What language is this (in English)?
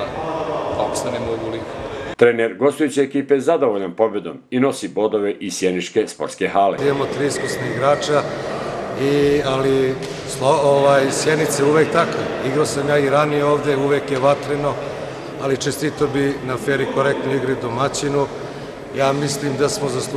Bosnian